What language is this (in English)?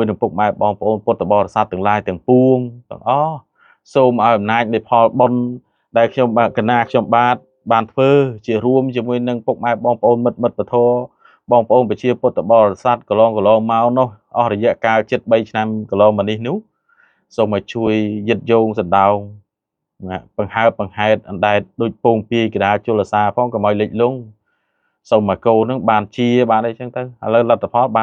Khmer